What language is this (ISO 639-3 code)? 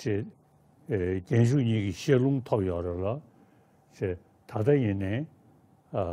bod